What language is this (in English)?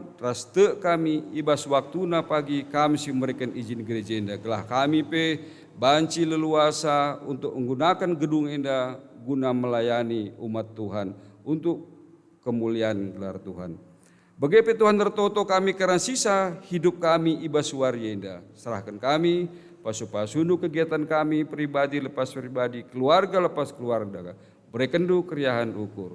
Batak Karo